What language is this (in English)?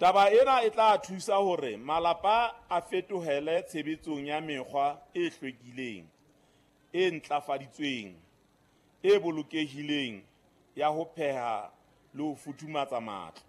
Southern Sotho